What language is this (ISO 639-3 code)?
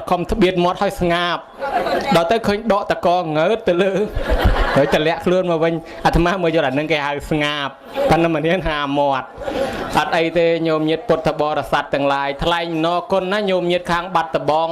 khm